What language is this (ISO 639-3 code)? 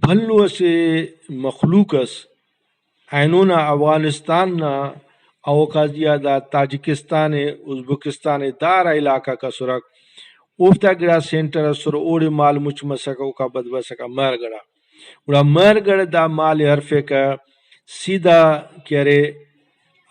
brh